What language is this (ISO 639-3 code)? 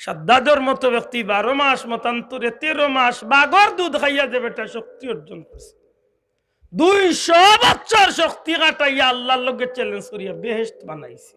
syl